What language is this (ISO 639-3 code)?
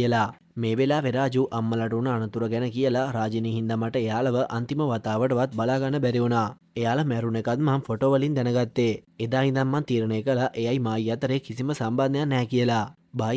sin